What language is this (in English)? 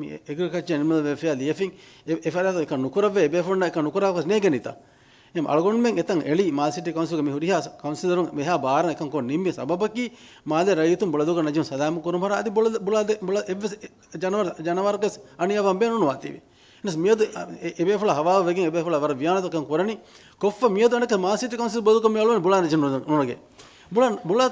Divehi